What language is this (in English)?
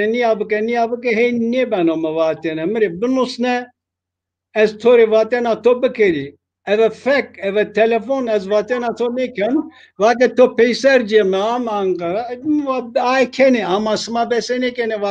Zaza